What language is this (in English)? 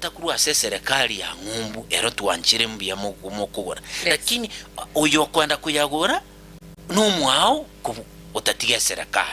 Gusii